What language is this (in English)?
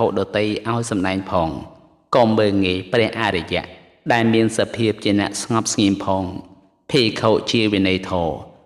Khmer